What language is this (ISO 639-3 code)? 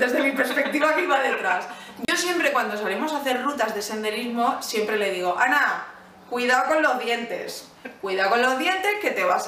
spa